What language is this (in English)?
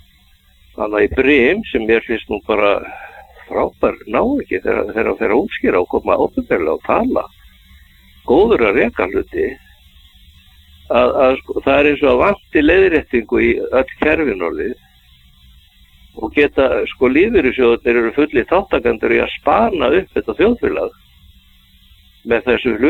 Icelandic